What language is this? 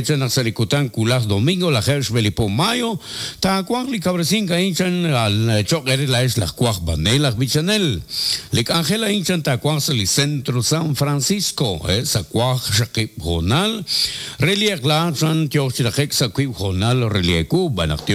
Kekchí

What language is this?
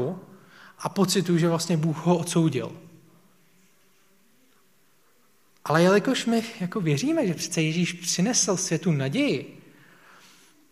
Czech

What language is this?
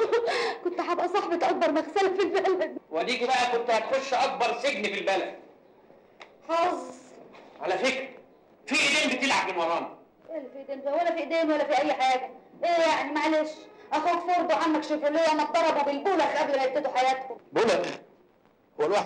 Egyptian Arabic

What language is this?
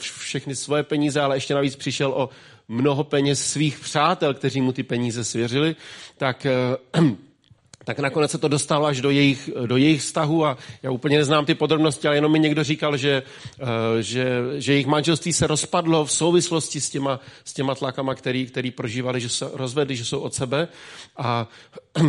Czech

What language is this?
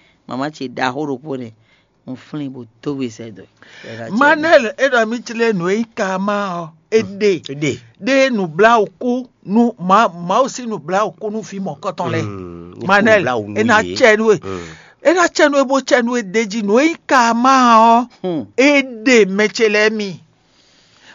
Fon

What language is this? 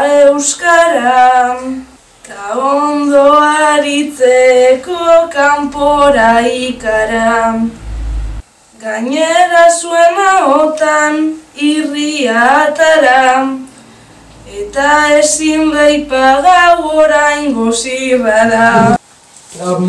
Basque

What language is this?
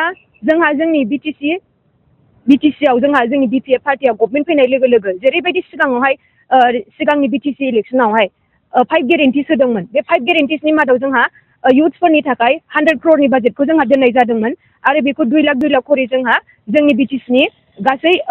Bodo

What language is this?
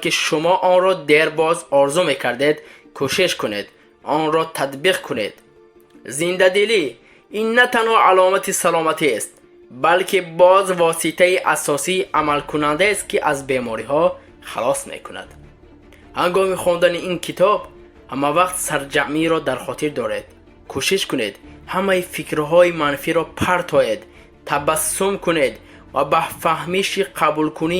Tajik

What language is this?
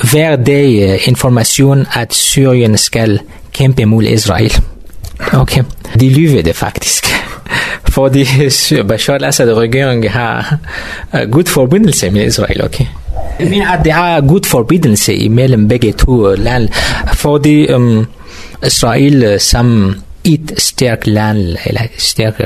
Danish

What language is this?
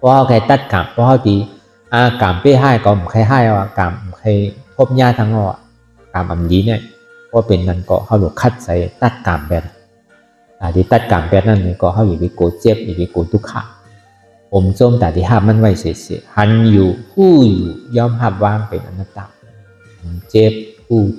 Shan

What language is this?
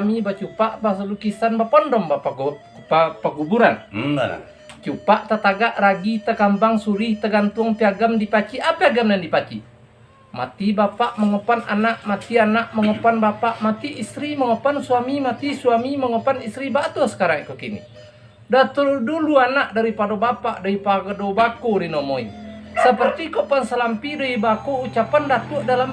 Minangkabau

